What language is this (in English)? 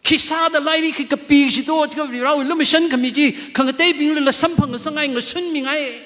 Tangkhul Naga (India)